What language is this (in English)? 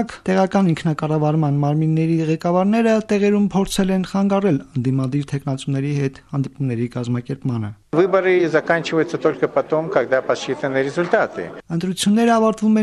Armenian